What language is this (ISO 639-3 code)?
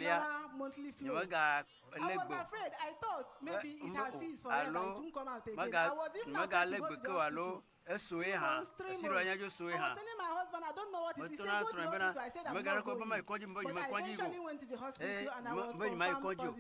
ewe